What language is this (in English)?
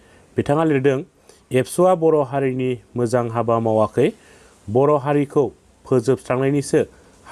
Bodo